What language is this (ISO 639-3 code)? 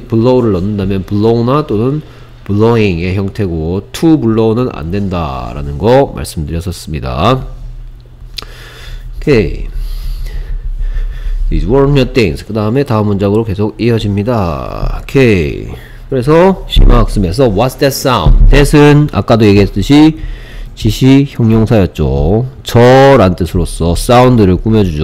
kor